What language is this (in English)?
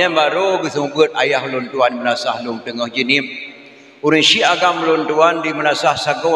Achinese